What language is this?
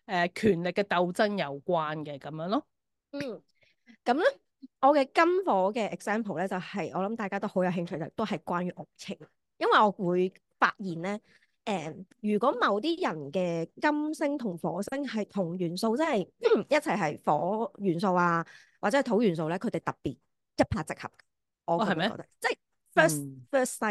Cantonese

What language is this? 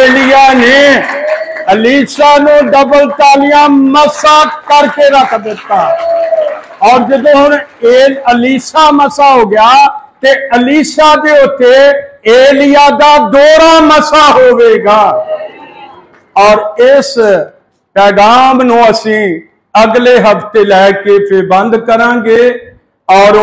Punjabi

